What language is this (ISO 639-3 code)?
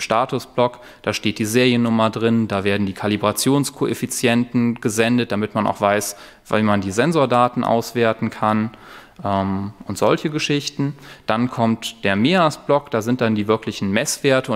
deu